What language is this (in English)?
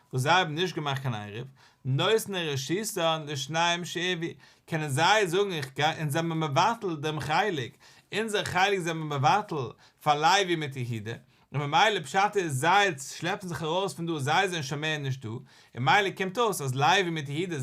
Yiddish